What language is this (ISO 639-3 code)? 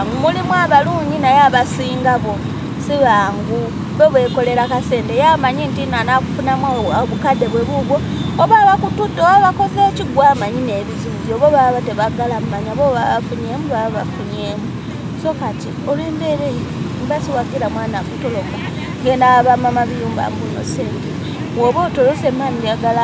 lug